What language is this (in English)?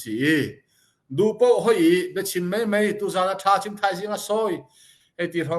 Hakha Chin